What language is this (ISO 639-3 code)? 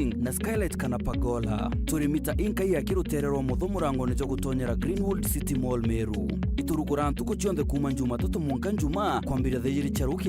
mer